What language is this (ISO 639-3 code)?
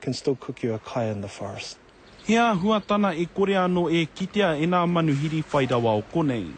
mri